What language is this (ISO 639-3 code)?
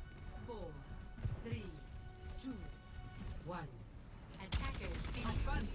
cym